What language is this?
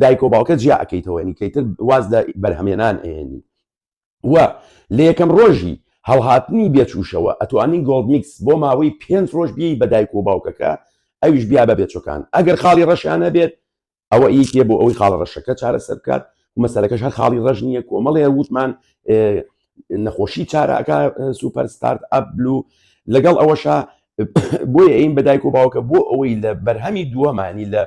Central Kurdish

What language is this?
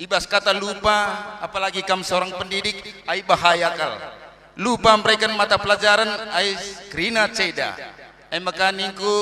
Batak Karo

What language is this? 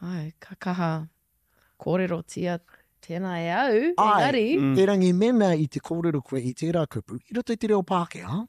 Māori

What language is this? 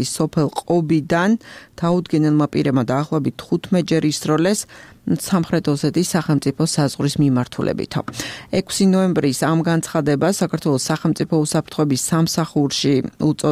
Georgian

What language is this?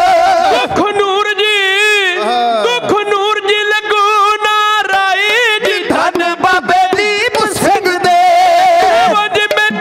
Punjabi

